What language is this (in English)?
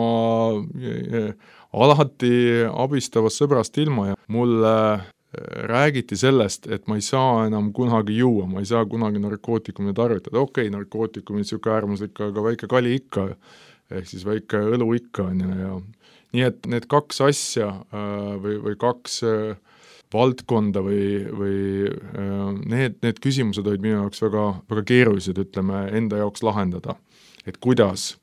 Estonian